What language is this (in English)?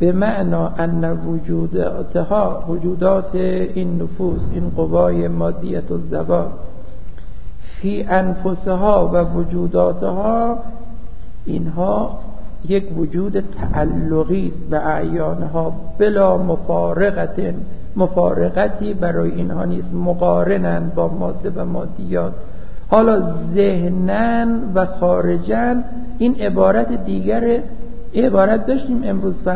Persian